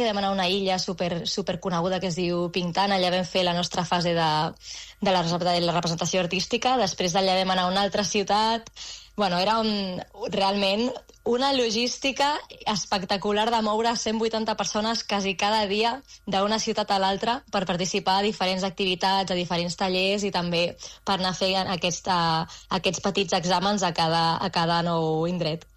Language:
Catalan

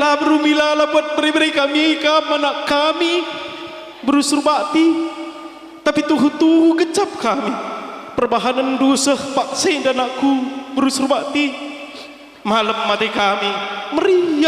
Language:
Batak Karo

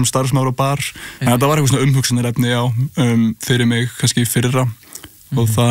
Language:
Icelandic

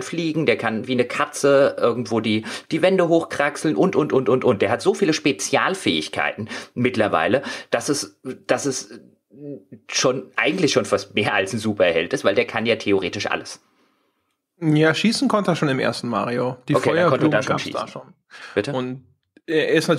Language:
German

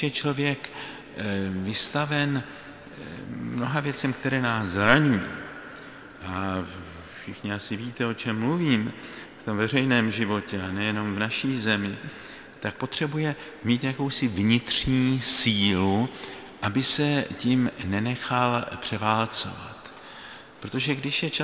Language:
Czech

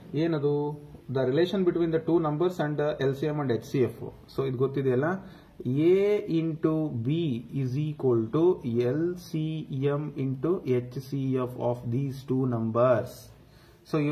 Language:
Kannada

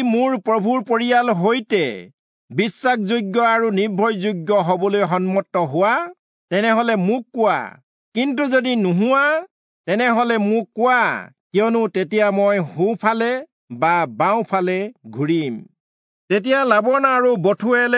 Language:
Assamese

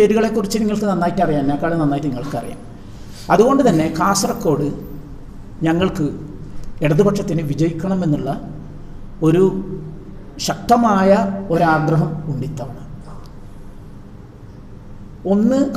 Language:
Malayalam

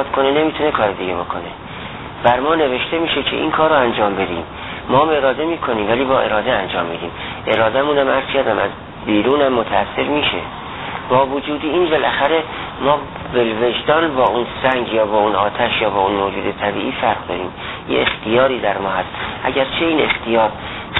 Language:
Persian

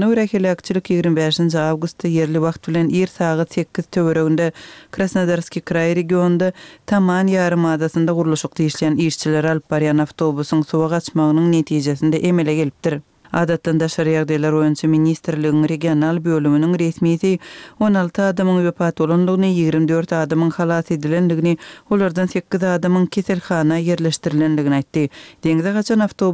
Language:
Turkmen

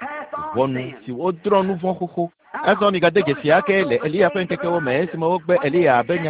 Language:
Ewe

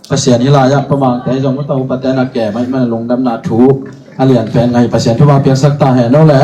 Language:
Tedim Chin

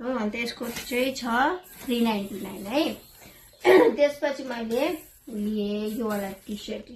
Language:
Nepali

